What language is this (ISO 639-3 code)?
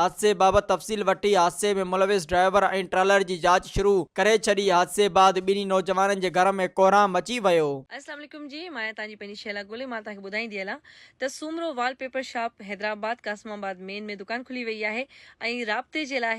snd